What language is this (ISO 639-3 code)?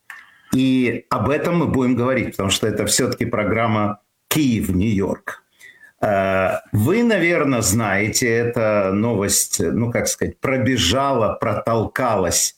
rus